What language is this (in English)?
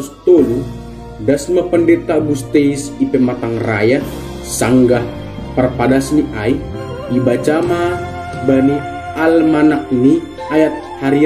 Batak Simalungun